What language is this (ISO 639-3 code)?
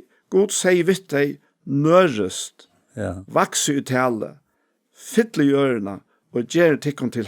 fao